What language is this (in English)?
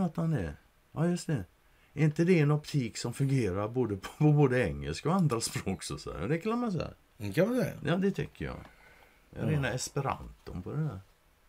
Swedish